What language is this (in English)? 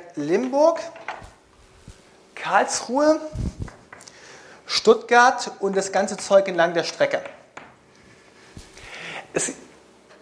German